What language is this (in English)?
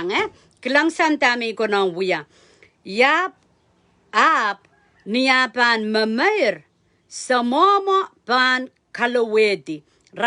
Pohnpeian